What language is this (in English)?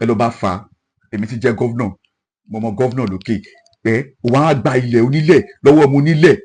Yoruba